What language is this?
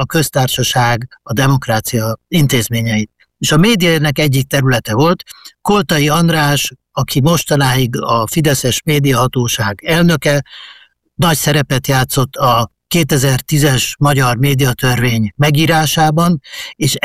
Hungarian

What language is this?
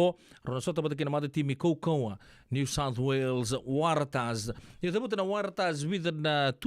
Fijian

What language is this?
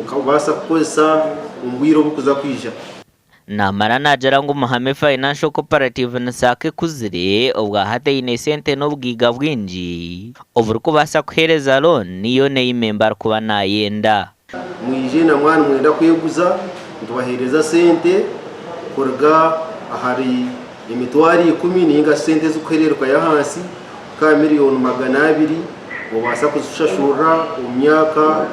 Nyankole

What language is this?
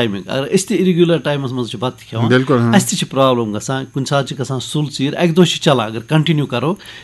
Kashmiri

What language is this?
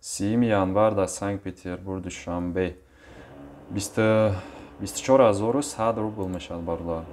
Tajik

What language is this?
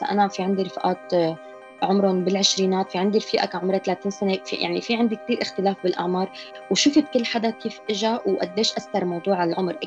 North Levantine Arabic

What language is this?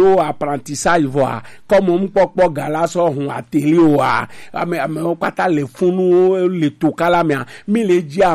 Gen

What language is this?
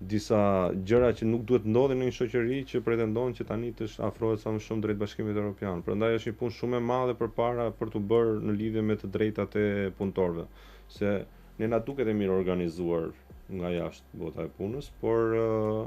Albanian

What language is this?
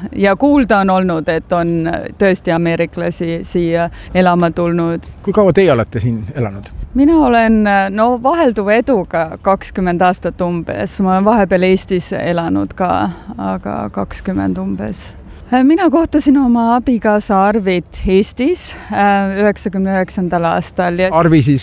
Estonian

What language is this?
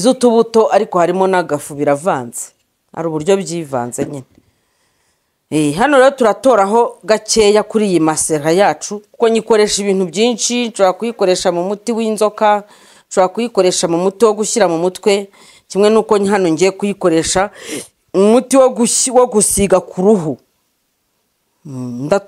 Kinyarwanda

